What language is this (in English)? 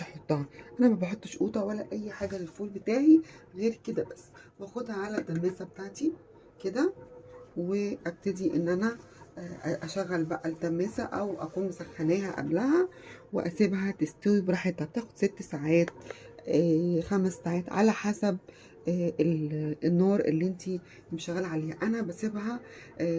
Egyptian Arabic